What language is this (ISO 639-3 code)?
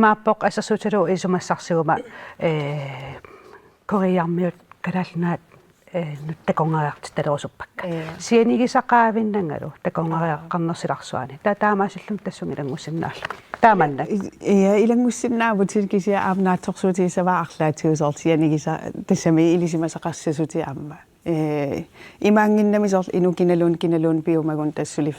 kal